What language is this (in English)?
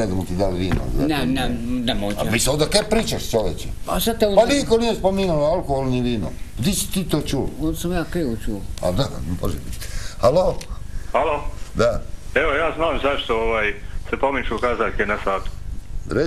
Croatian